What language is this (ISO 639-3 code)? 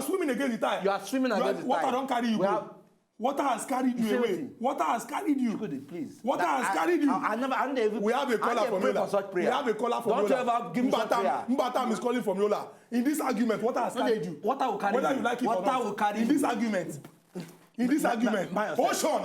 pcm